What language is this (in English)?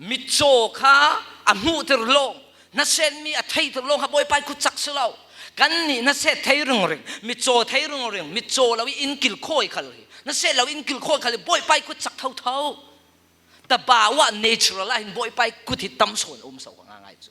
Falam Chin